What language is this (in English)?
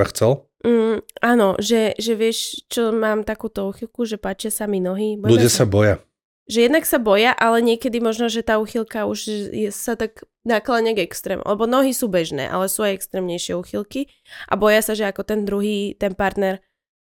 Slovak